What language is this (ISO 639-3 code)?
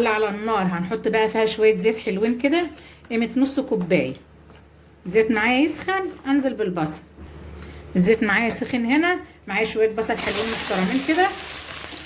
arz